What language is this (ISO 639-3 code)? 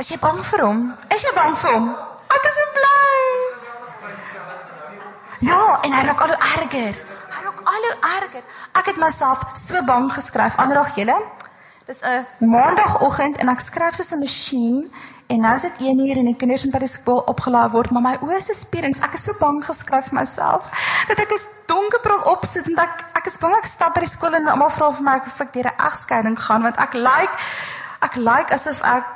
afr